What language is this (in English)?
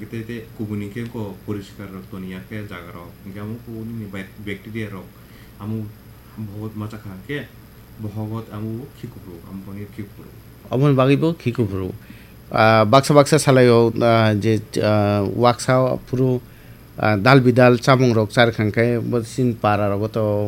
Kok Borok